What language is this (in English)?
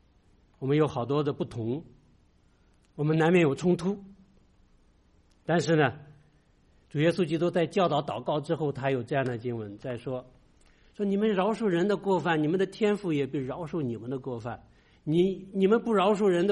Chinese